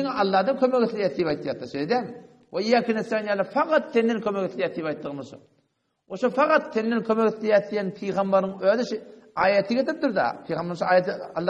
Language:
Turkmen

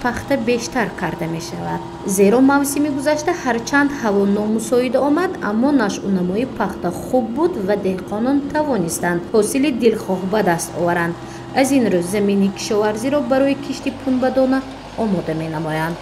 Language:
Tajik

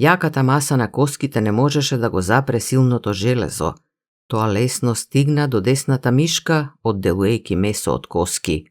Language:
Macedonian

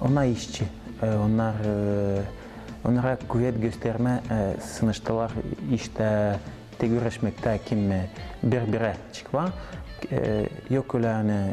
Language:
Gagauz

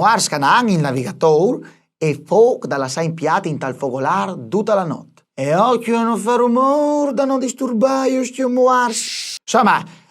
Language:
Friulian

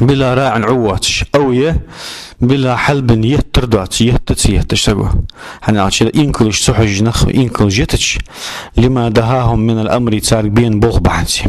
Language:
Ingush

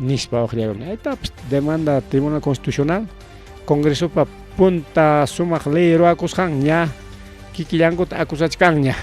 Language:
Ayacucho Quechua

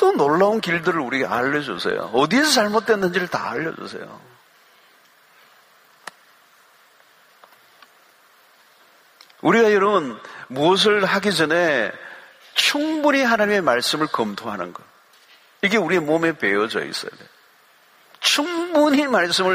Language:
Korean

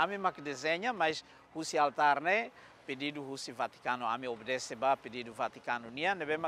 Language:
Tetum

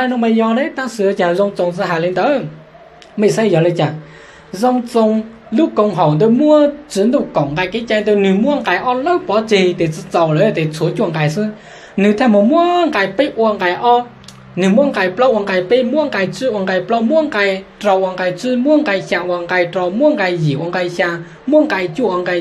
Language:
Hmong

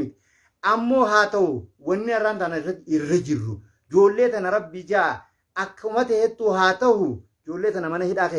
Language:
Oromo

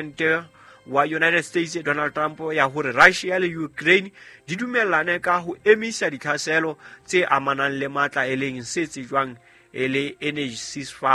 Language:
Southern Sotho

